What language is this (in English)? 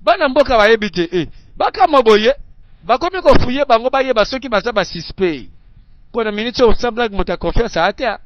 Lingala